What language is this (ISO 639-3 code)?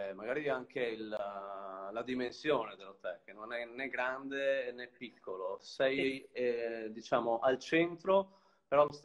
ita